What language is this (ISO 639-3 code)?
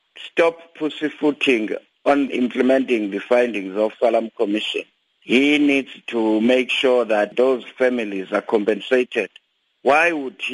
eng